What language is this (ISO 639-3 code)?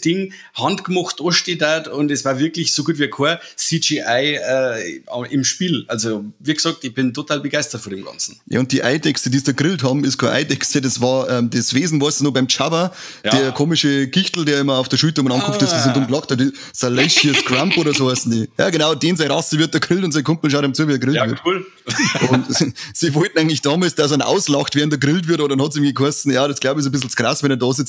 bar